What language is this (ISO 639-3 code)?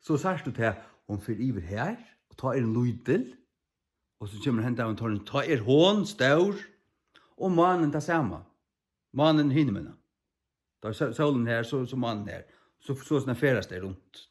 fao